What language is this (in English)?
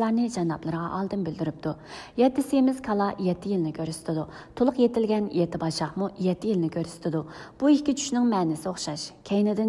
Uyghur